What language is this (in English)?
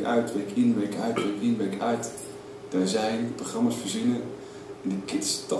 Dutch